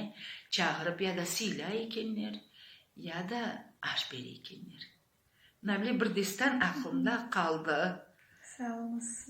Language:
Crimean Tatar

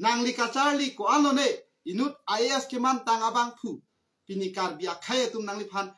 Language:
Karbi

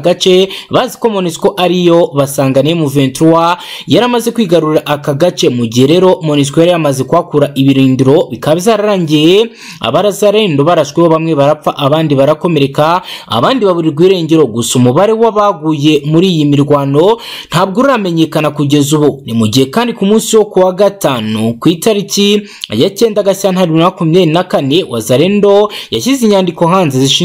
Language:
Kinyarwanda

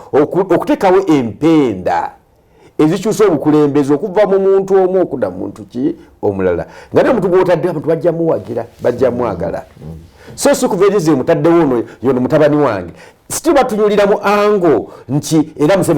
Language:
Ganda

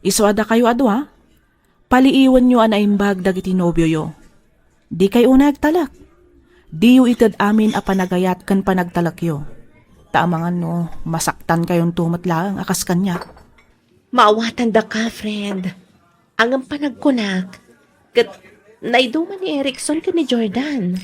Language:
Iloko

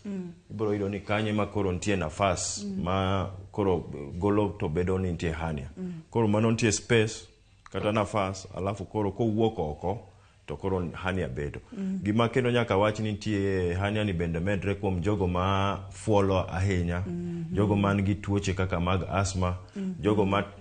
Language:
Luo (Kenya and Tanzania)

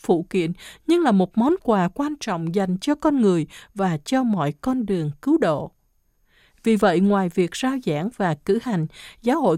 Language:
Vietnamese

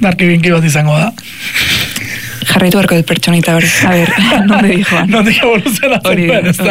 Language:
Basque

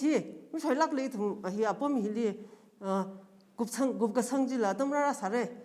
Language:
Tangkhul Naga (India)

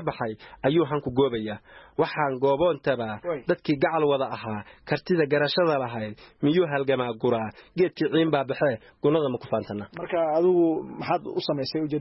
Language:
Somali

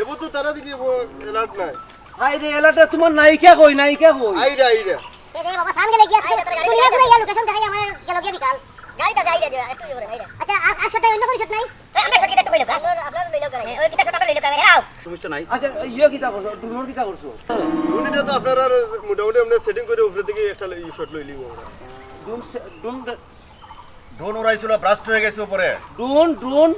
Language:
Sylheti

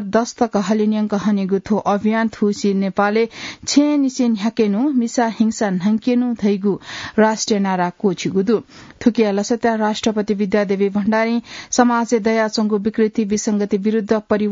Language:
Newari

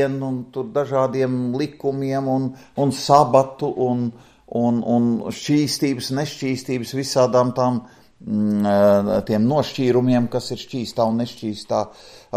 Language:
Latvian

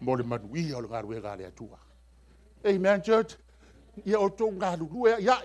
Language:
Samoan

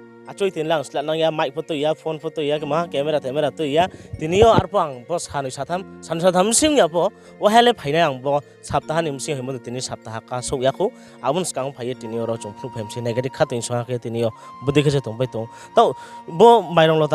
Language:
Riang (India)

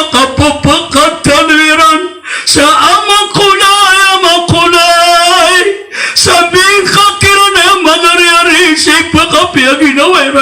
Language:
Maranao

